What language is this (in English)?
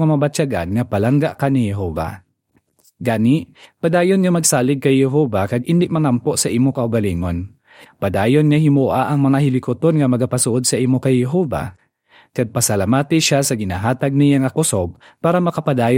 Hiligaynon